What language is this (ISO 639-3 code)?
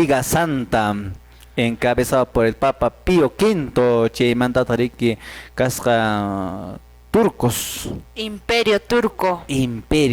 que